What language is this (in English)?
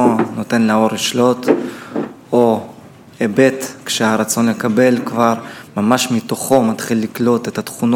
Hebrew